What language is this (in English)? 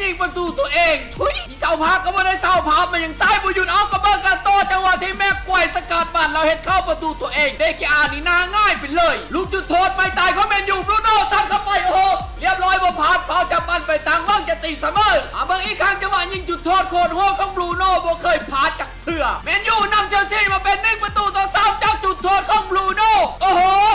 Lao